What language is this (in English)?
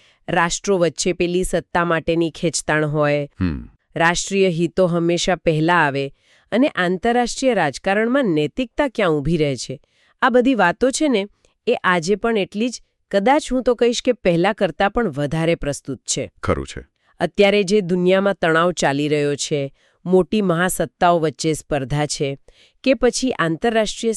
Gujarati